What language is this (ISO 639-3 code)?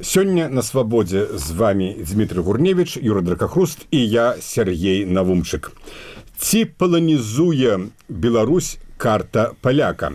bel